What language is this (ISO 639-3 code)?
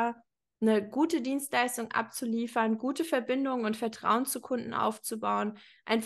deu